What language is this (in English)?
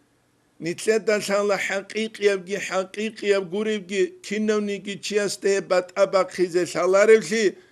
Avaric